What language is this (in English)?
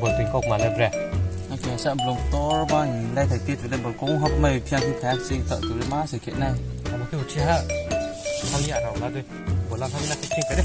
Riang (India)